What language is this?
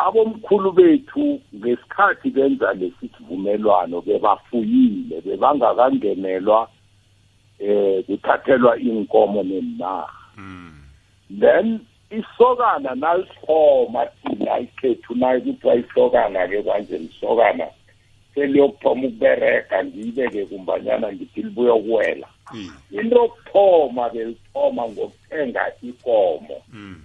South Ndebele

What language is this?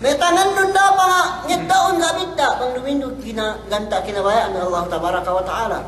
Yakan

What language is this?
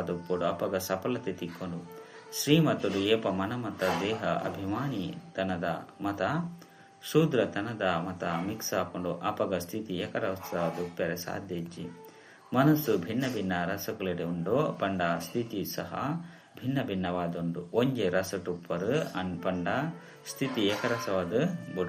Tulu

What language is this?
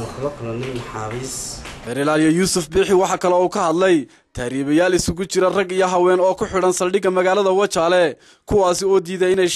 Somali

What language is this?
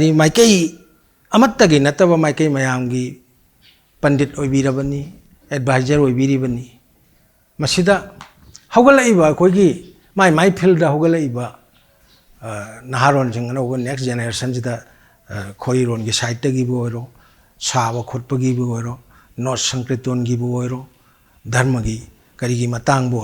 Manipuri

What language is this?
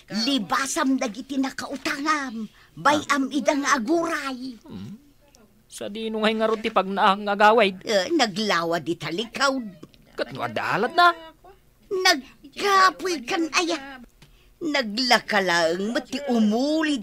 Iloko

